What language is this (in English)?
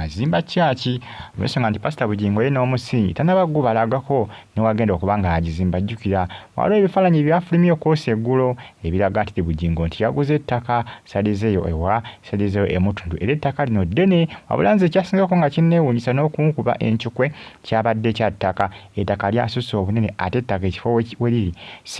Ganda